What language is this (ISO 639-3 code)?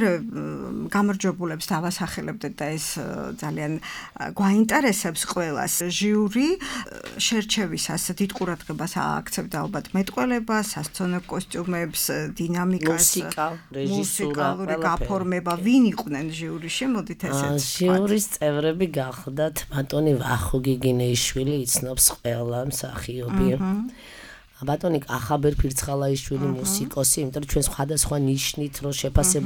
kat